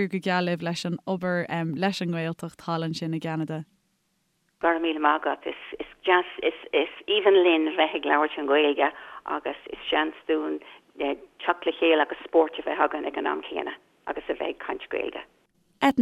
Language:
Irish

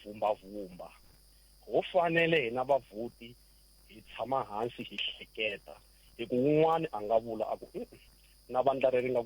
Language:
Tsonga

